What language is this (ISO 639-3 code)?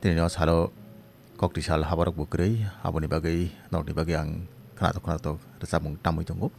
trp